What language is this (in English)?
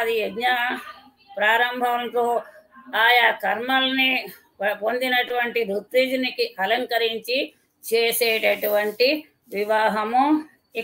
Telugu